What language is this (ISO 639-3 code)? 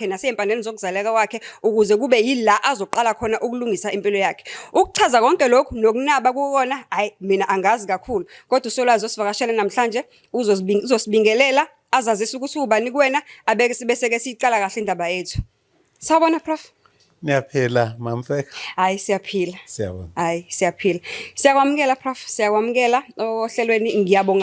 zul